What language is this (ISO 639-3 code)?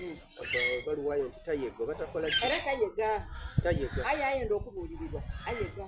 xog